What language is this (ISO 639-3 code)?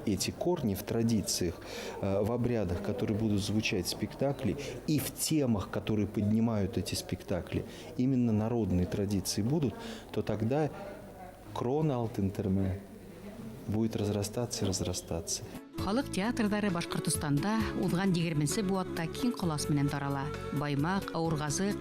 bak